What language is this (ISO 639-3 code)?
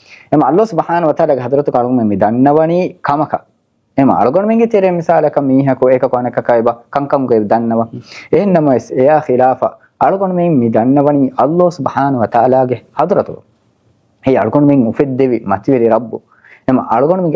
div